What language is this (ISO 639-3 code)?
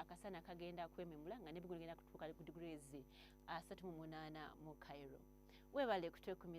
lug